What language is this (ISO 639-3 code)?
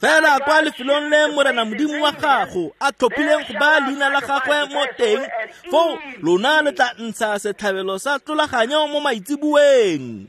tsn